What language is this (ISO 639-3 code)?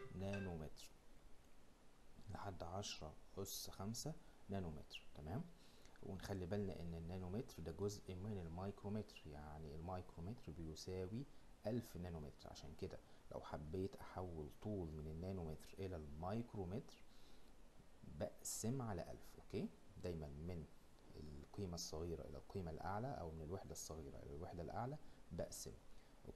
arz